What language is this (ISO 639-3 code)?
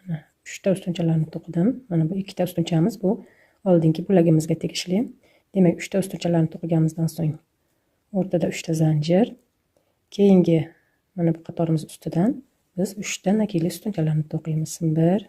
uzb